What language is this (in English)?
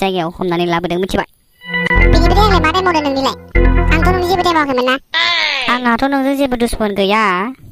Bodo